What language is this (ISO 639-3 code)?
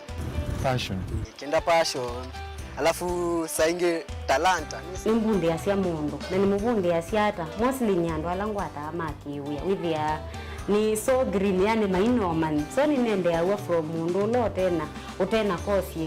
kam